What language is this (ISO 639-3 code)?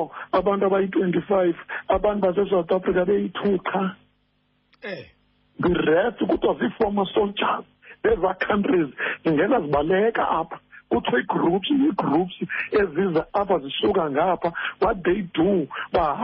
xho